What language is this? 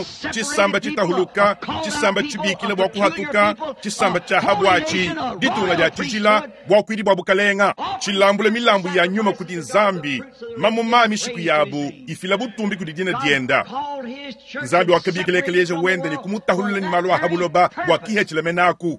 Luba-Lulua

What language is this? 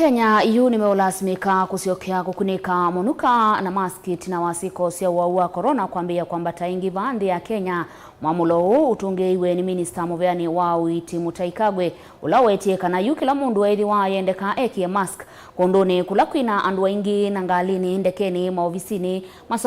Kamba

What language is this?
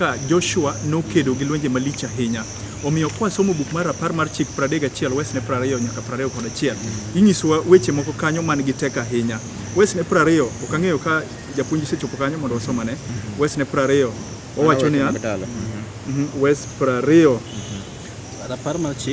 Luo (Kenya and Tanzania)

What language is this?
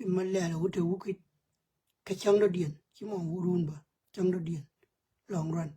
Nuer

